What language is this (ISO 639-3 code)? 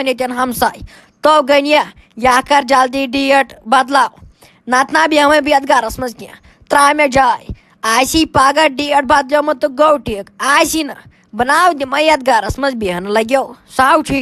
kas